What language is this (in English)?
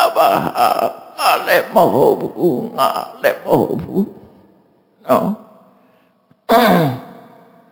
Burmese